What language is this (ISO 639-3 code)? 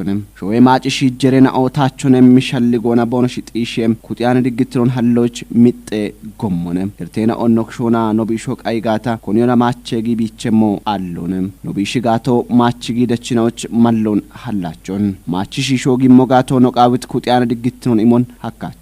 kbr